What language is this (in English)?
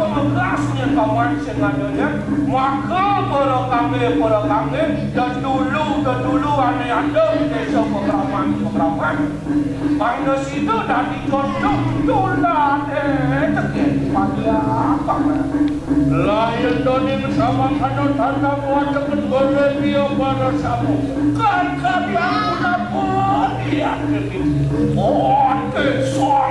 Balinese